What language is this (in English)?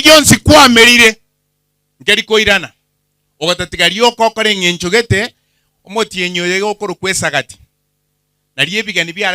Gusii